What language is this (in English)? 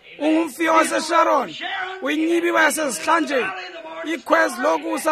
Xhosa